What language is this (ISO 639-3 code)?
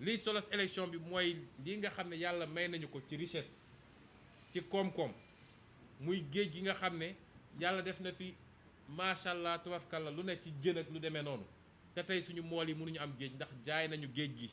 wol